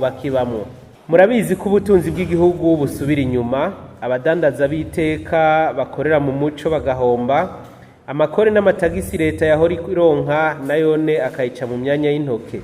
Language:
Rundi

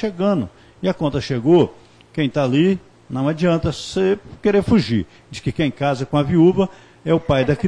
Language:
Portuguese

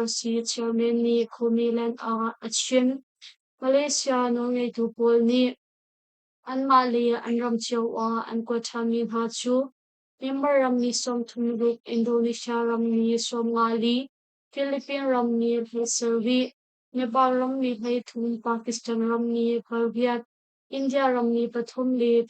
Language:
Hakha Chin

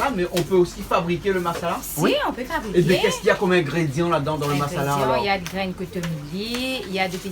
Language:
Réunion Creole French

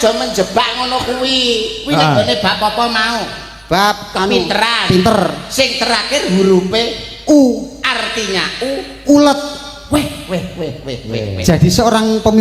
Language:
Javanese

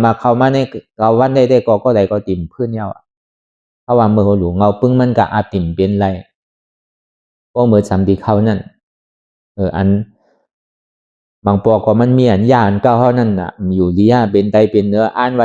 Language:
Shan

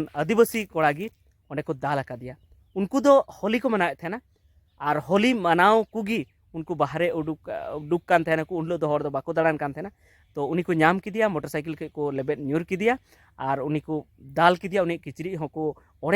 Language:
Santali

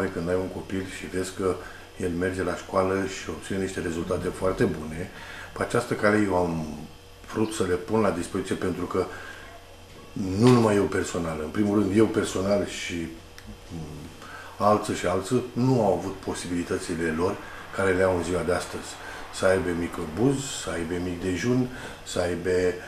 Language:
Romanian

